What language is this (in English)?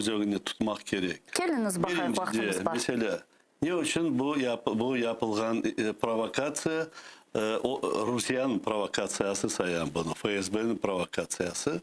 Crimean Tatar